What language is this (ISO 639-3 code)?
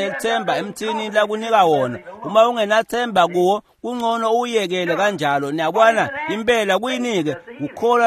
ssw